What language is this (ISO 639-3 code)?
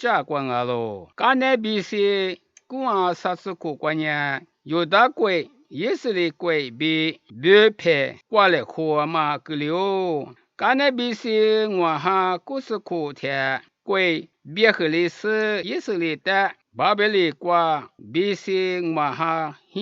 lis